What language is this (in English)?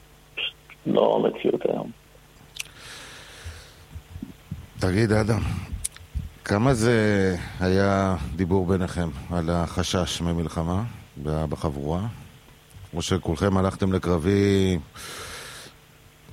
Hebrew